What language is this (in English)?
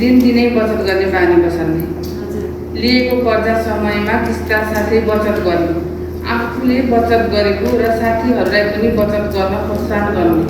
Nepali